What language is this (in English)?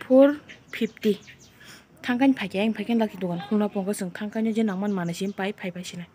Kok Borok